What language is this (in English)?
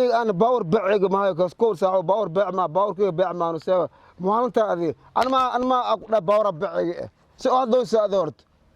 Somali